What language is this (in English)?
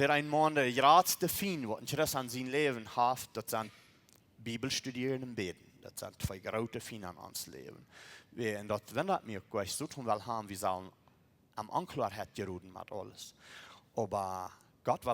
Plautdietsch